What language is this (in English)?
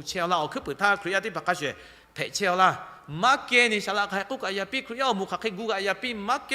Lahu